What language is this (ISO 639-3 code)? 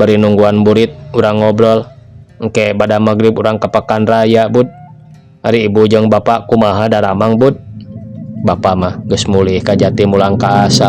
sun